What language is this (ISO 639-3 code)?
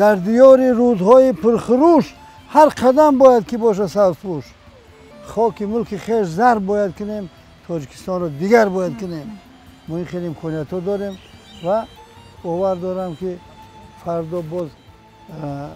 tgk